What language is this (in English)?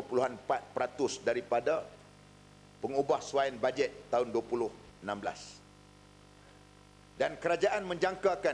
Malay